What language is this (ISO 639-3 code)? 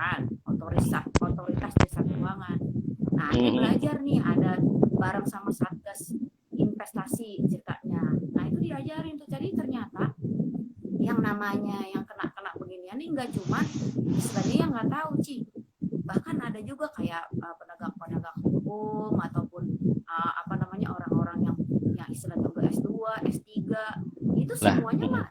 bew